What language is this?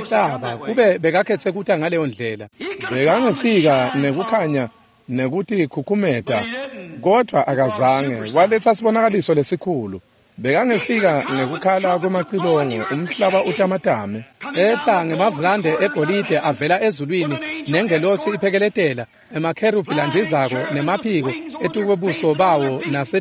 Swati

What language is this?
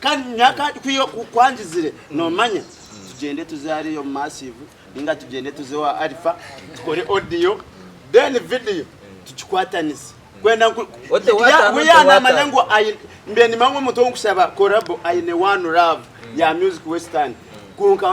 Nyankole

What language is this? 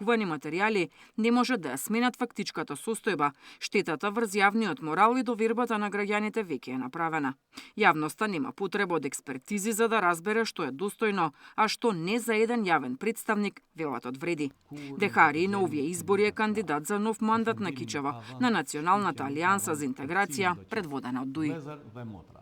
Macedonian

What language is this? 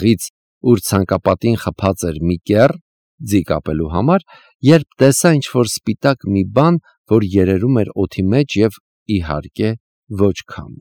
Armenian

